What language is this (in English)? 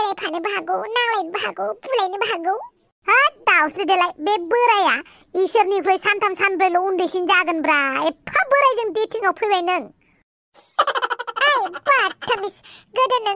Bodo